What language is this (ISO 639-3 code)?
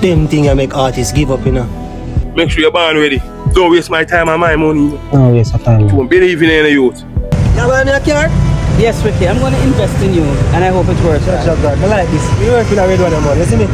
jam